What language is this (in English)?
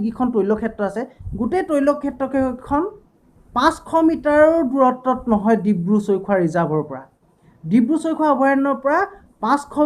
Assamese